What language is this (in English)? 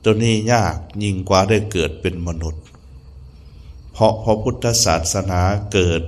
Lao